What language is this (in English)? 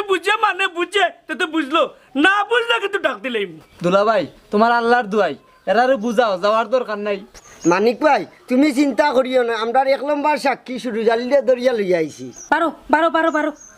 Sylheti